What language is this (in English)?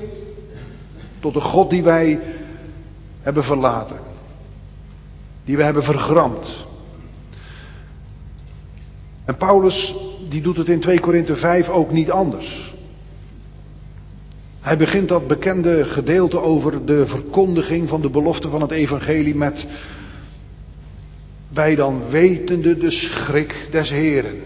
Dutch